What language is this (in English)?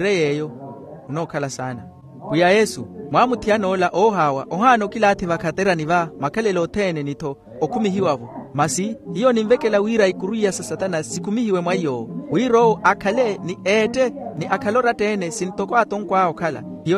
Makhuwa